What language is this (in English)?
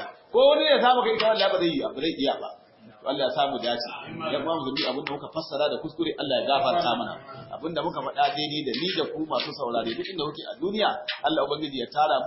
Hausa